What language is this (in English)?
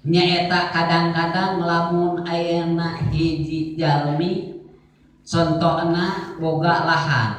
Sundanese